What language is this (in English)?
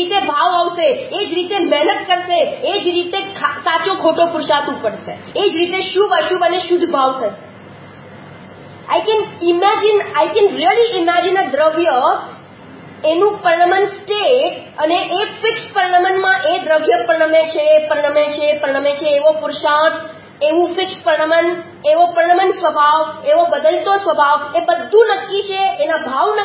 Gujarati